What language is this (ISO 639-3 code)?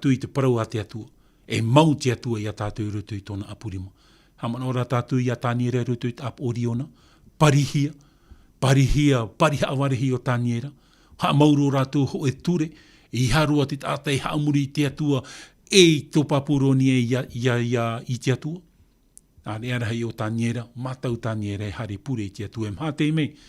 tah